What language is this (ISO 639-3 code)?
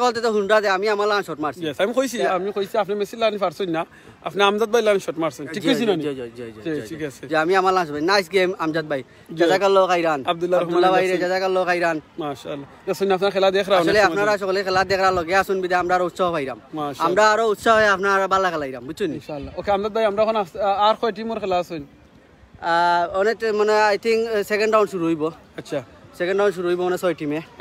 syl